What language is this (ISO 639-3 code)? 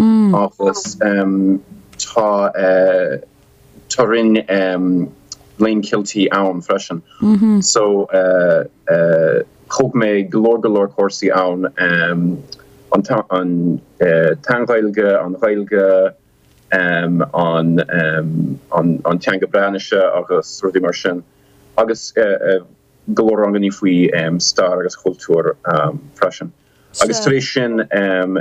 gle